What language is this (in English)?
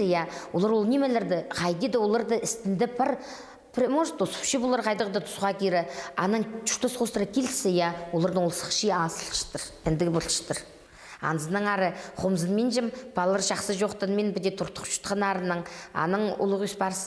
Khakas